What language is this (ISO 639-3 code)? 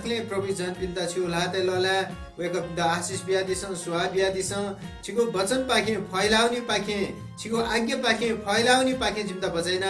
new